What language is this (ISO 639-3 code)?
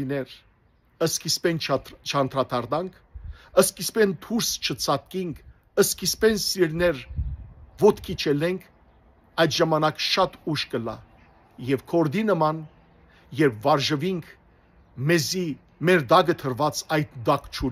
hyw